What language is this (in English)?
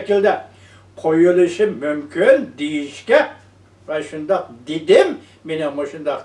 Uyghur